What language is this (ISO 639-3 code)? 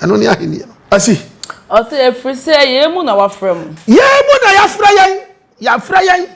aka